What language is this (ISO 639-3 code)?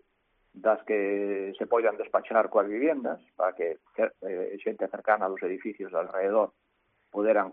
glg